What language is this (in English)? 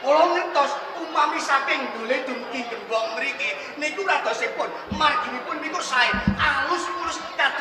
Javanese